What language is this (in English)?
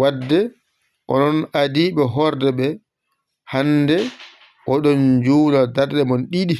Fula